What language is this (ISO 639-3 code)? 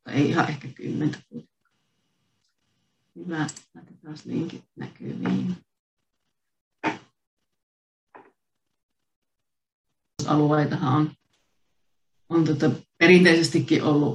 fin